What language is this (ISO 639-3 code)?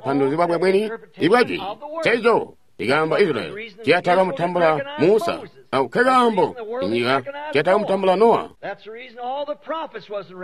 toi